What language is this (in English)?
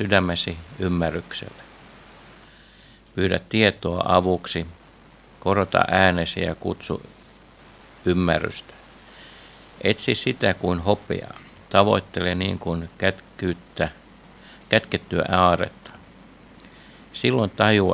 Finnish